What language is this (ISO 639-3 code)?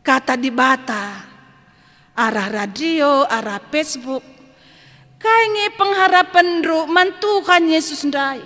btx